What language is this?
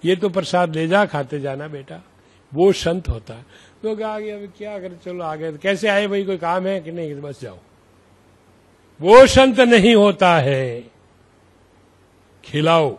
Hindi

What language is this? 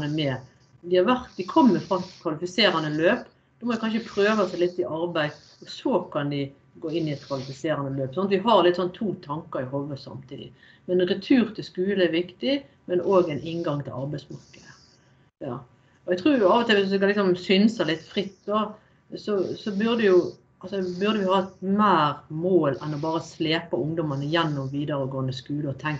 Norwegian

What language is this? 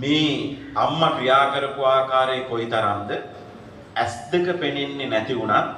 Sinhala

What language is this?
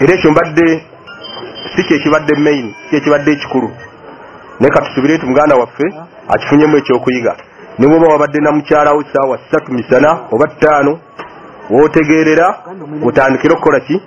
Ganda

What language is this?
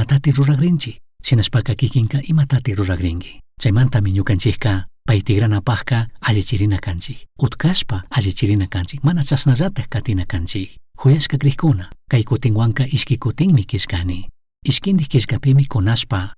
Chimborazo Highland Quichua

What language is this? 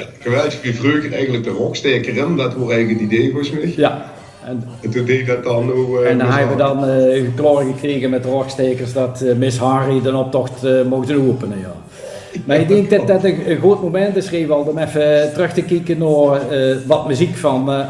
Limburgish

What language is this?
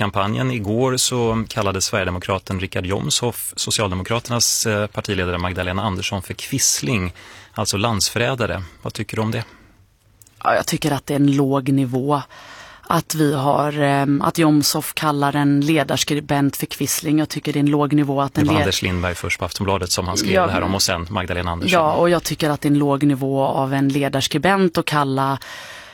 Swedish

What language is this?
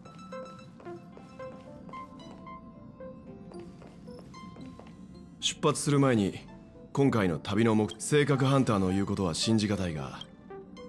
Japanese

